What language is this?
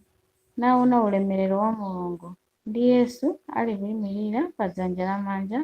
Nyanja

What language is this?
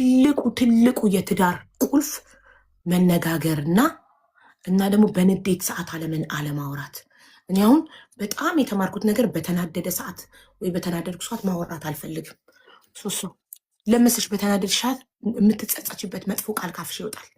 Amharic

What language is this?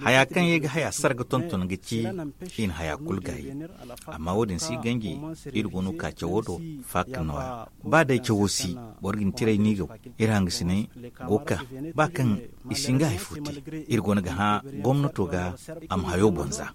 Zarma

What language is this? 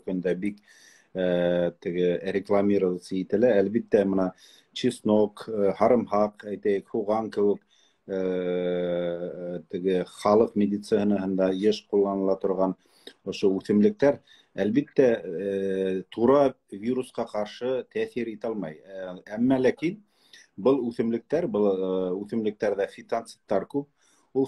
Bashkir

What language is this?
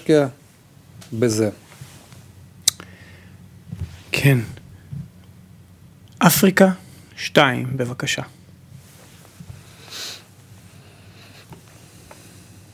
Hebrew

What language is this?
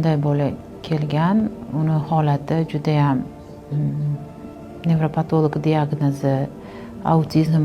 Uzbek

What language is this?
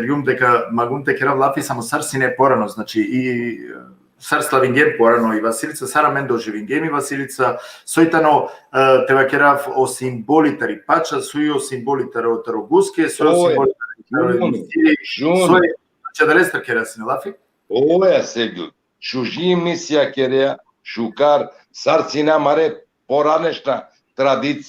Balkan Romani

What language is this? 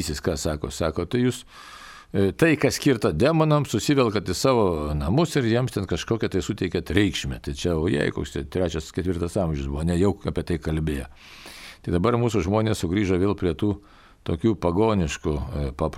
Lithuanian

